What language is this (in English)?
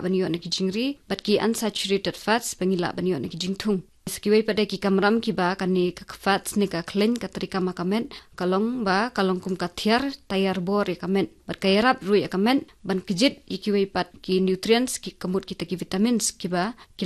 Khasi